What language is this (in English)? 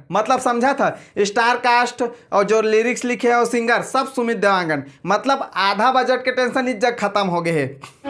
Chhattisgarhi